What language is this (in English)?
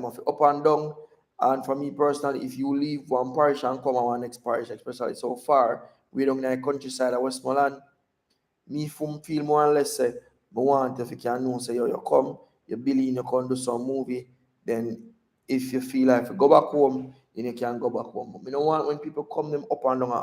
Jamaican Creole English